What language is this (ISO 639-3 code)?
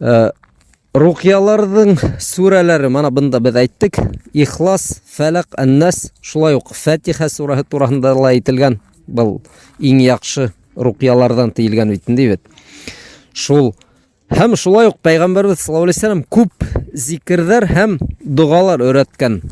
bak